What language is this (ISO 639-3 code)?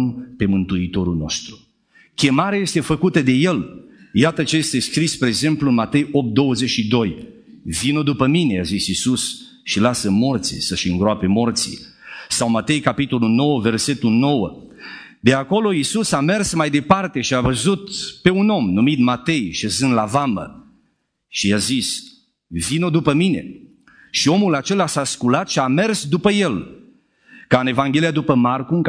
ron